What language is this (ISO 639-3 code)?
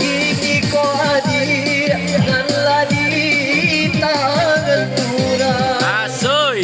min